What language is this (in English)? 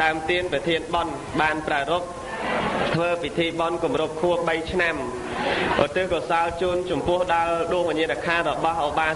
Khmer